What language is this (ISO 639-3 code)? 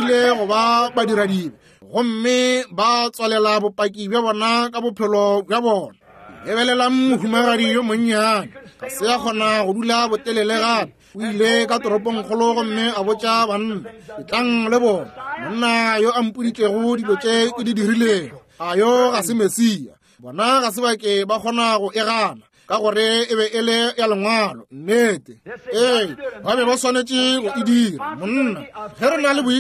nso